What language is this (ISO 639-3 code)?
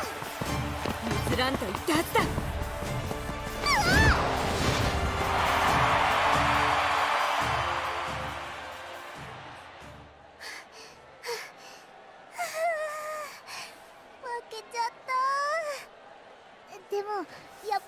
jpn